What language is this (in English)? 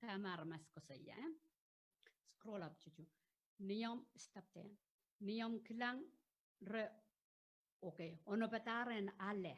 Pohnpeian